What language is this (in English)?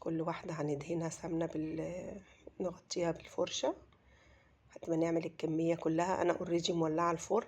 Egyptian Arabic